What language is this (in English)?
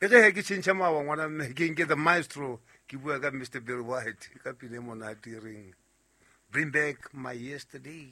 Southern Sotho